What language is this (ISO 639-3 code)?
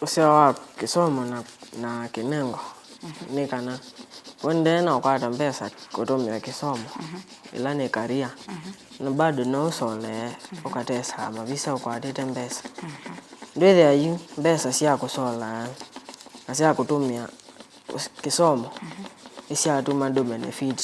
kam